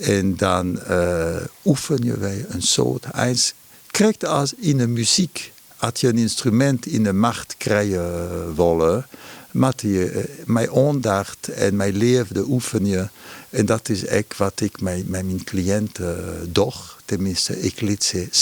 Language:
Western Frisian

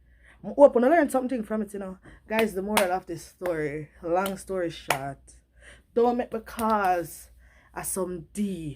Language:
Jamaican Creole English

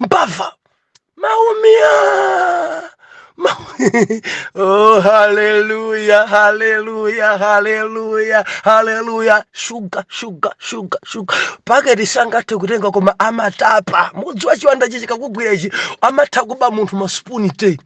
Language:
Nyanja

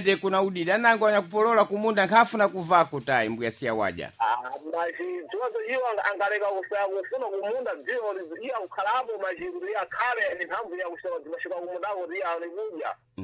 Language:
Sena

